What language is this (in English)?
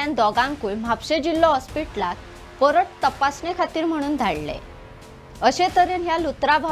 Konkani